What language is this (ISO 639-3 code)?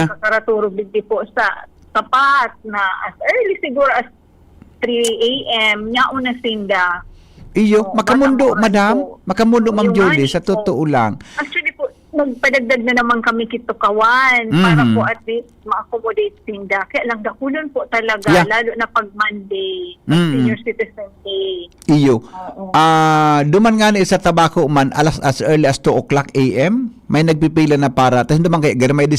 bik